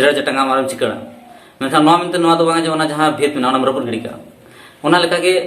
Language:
Santali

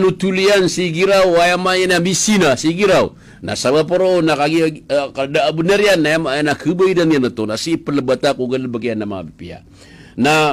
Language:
Maranao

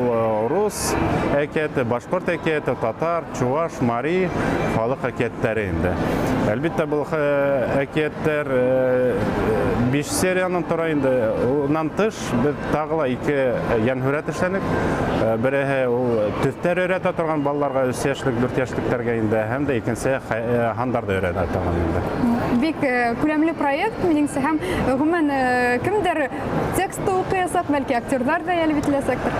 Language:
Bashkir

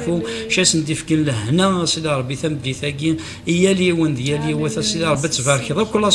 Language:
Kabyle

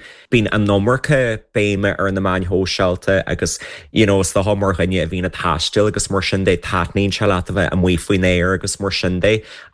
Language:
Irish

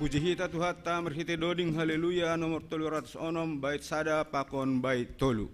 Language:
Batak Simalungun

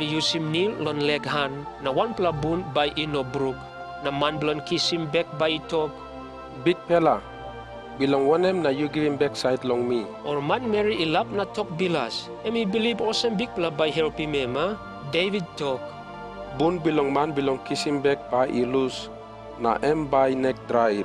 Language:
Tok Pisin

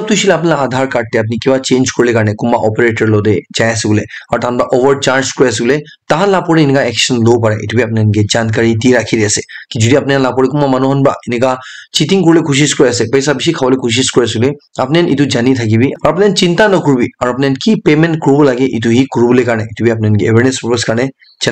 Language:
Naga Pidgin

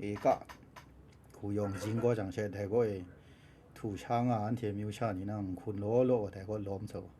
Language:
Kachin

